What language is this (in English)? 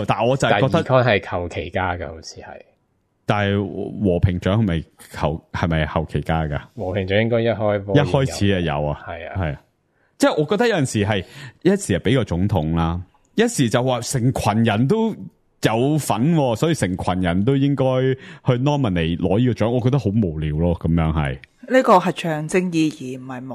Cantonese